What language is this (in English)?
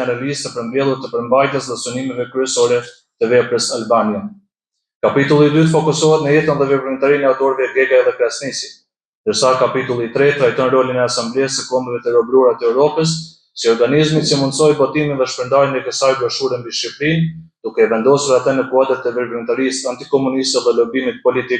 Albanian